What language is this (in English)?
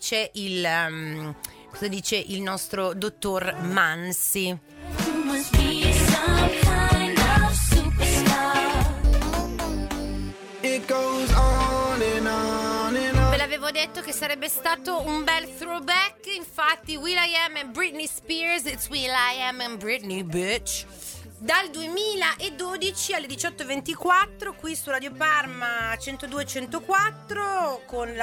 Italian